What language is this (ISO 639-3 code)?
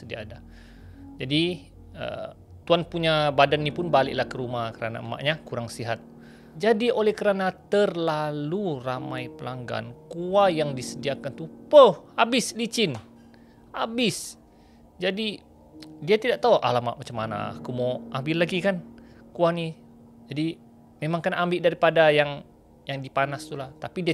msa